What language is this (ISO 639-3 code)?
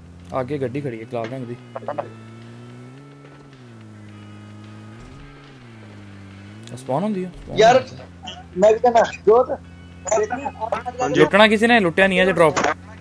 pan